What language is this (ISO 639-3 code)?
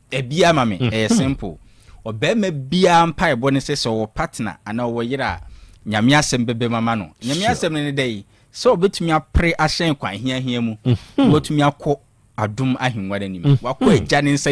aka